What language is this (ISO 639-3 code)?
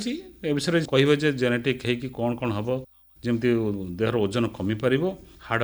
ori